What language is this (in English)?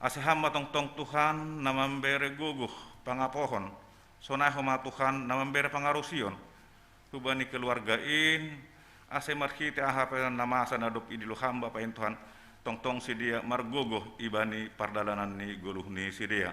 Batak Simalungun